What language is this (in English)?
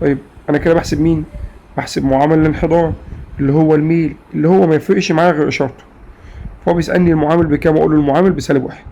Egyptian Arabic